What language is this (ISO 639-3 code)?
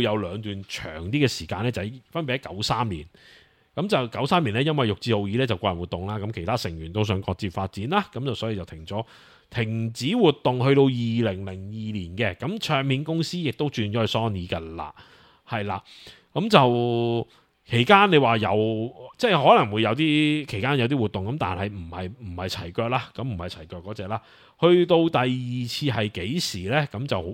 yue